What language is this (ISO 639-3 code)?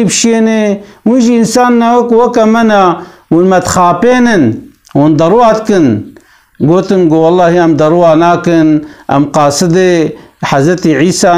kur